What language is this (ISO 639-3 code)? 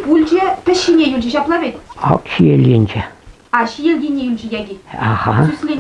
chv